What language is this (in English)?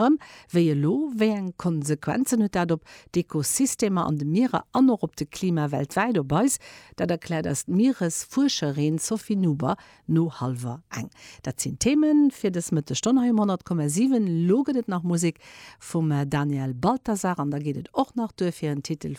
Luxembourgish